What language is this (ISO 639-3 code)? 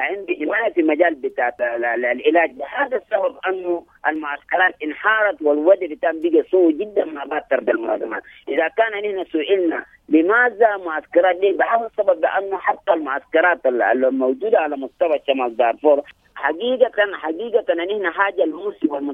apd